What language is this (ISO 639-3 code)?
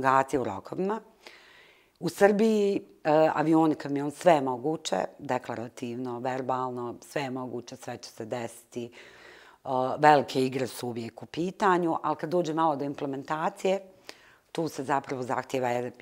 bos